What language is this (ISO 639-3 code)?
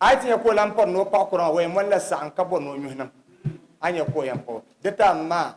dag